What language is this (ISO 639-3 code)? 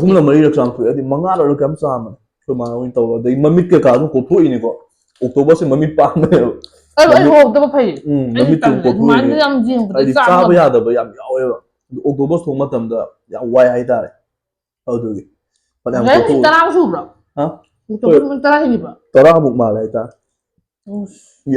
mni